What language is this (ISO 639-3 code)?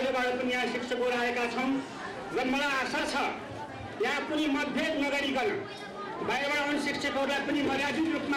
nep